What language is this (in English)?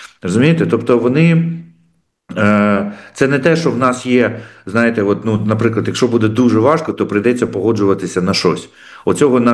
Ukrainian